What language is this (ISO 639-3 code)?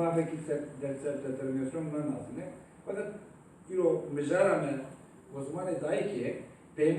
kur